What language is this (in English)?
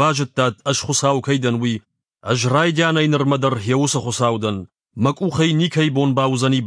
Ossetic